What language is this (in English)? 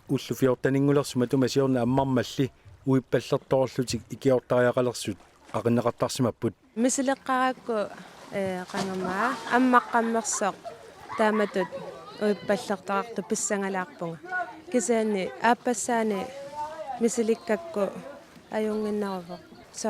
Kalaallisut